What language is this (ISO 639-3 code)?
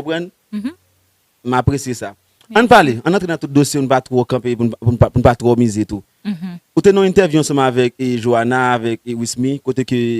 hat